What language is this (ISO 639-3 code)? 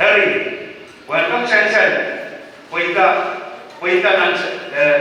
pon